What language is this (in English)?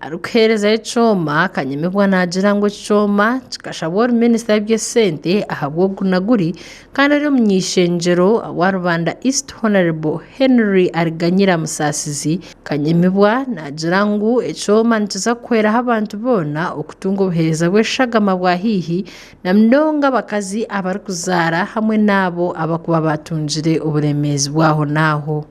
Nyankole